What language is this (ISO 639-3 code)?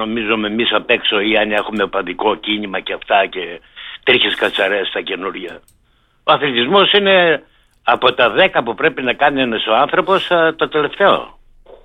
ell